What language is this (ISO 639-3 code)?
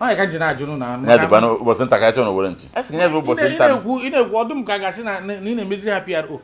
ibo